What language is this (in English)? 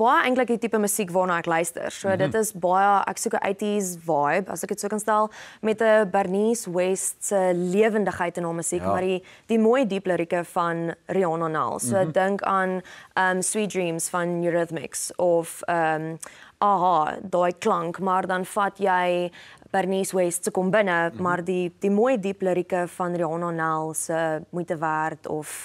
Afrikaans